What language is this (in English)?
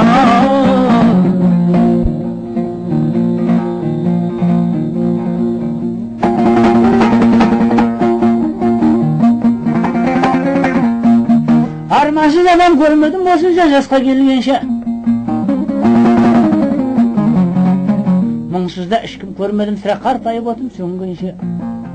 Kazakh